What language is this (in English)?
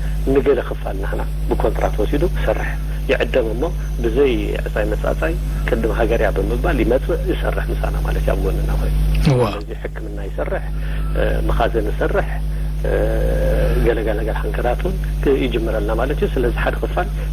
Tigrinya